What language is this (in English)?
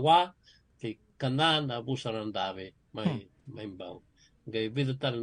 Fijian